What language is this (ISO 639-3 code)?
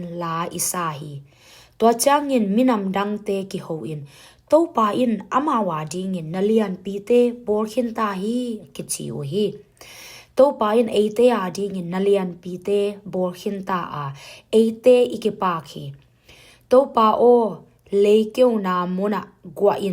ctd